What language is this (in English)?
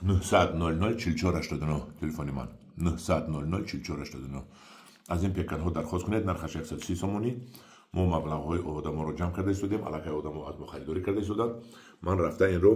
Tajik